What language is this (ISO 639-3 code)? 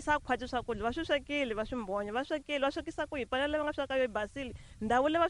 tso